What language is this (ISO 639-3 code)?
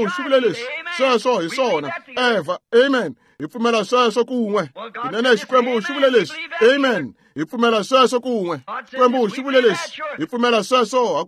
tso